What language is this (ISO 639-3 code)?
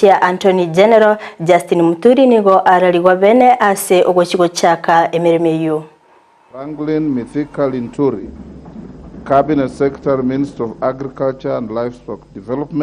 guz